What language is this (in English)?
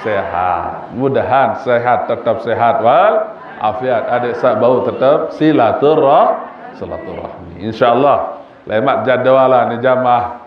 Sasak